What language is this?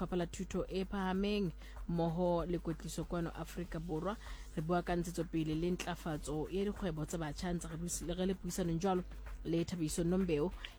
Southern Sotho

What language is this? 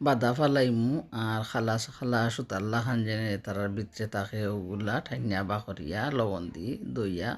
Sylheti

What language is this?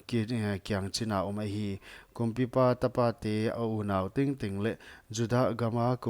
Paite Chin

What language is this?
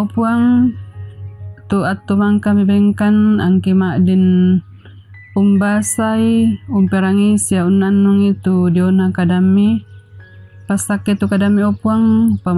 Toraja-Sa'dan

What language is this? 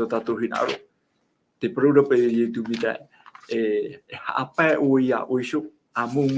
Tahitian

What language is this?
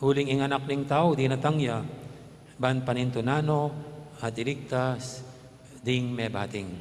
Pampanga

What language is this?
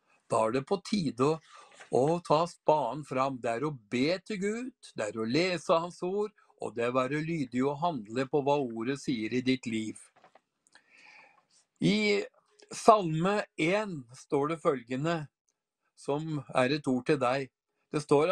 Norwegian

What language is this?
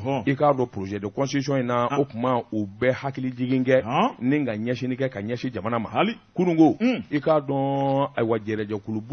Bambara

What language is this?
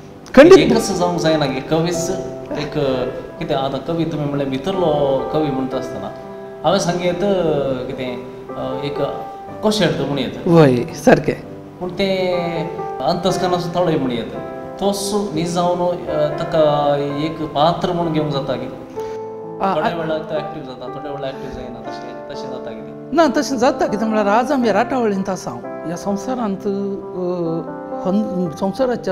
Konkani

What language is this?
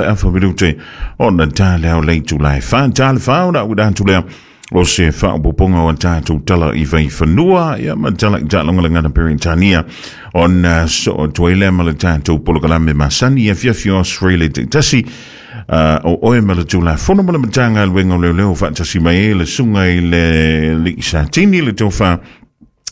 Samoan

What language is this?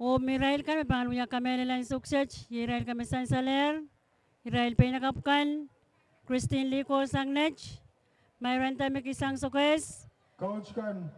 Pohnpeian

